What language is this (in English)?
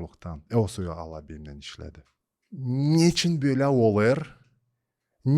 Gagauz